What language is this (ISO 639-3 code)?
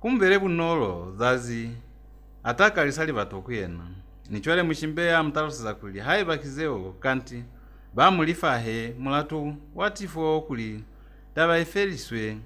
loz